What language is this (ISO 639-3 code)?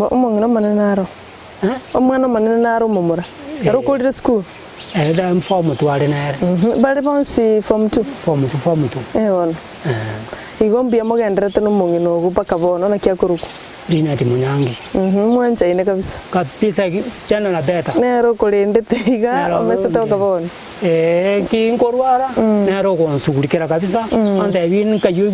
guz